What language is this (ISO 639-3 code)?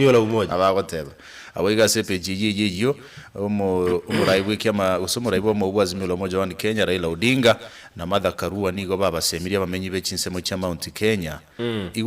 guz